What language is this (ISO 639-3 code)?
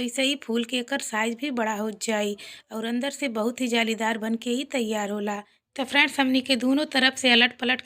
bho